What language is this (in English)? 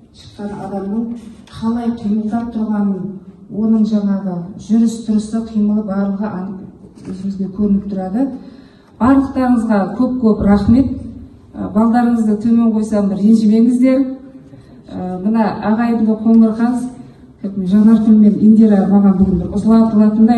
Kazakh